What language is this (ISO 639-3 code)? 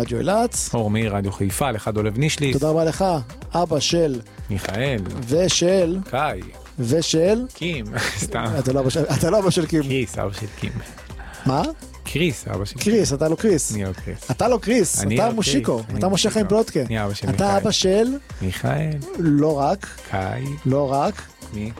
heb